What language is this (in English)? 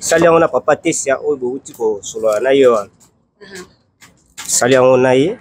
Lingala